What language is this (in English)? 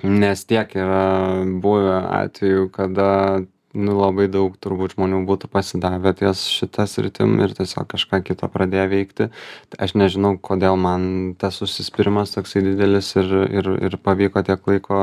Lithuanian